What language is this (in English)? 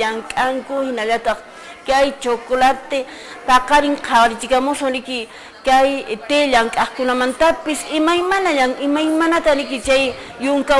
Quechua